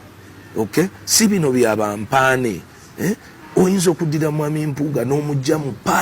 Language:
Ganda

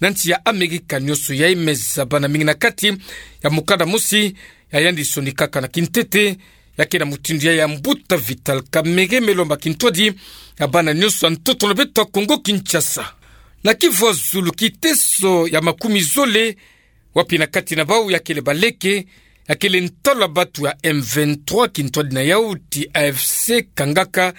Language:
Kituba (Democratic Republic of Congo)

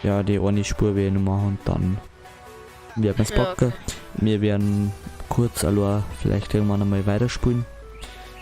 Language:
Bavarian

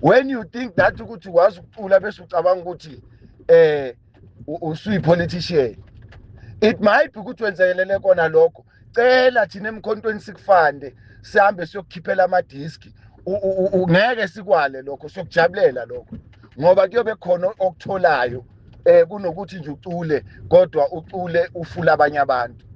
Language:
Zulu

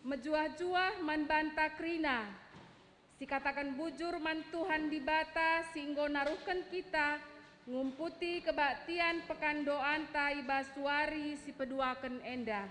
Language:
Batak Karo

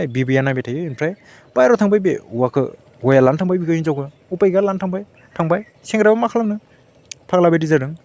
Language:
Bodo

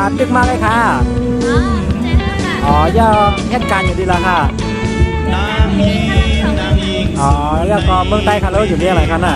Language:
Shan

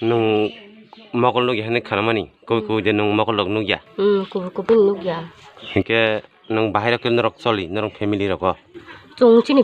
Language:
Kok Borok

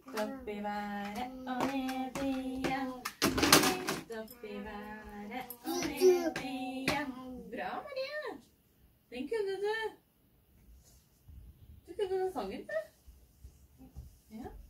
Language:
Norwegian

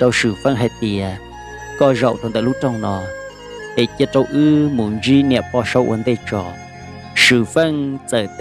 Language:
Hmong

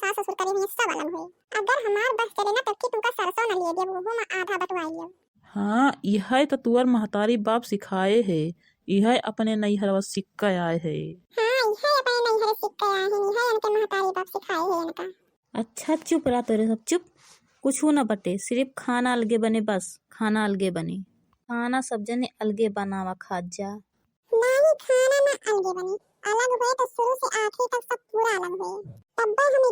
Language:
Awadhi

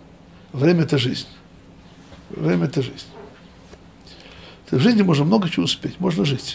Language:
Russian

